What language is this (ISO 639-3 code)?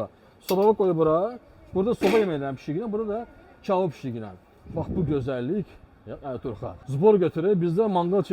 aze